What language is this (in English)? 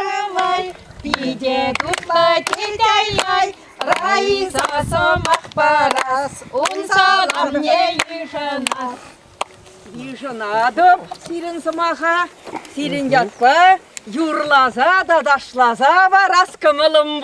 Chuvash